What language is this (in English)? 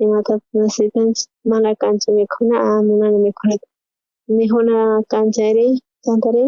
South Bolivian Quechua